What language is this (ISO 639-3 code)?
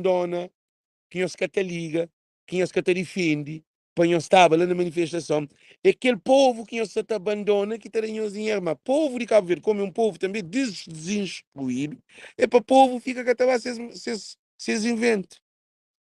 kea